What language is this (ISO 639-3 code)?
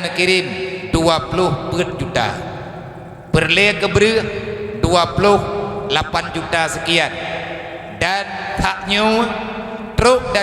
ace